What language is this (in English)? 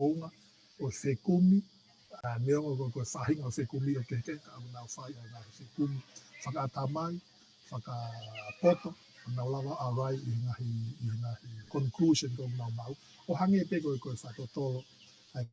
Tongan